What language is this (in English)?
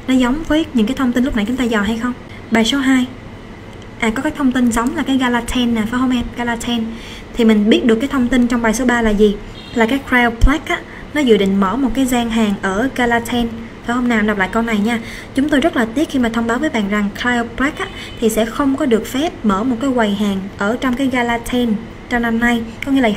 Vietnamese